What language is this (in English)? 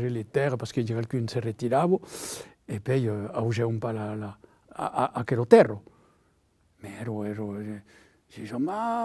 Occitan